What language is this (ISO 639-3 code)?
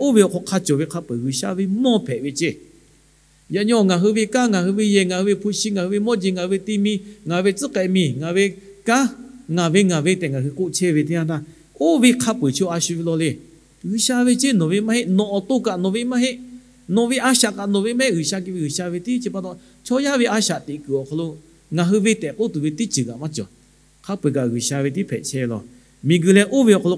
lhu